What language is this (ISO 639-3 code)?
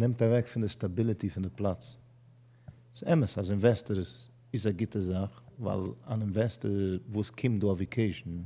yid